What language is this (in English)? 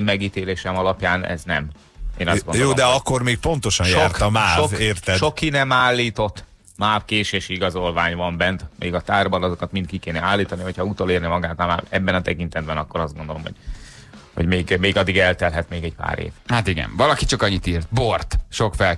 Hungarian